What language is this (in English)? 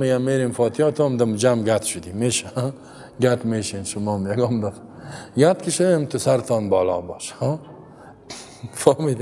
Persian